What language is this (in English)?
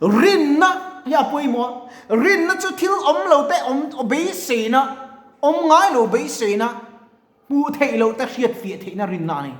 Mizo